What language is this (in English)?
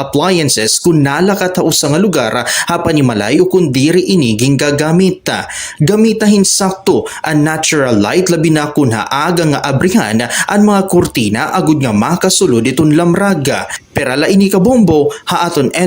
Waray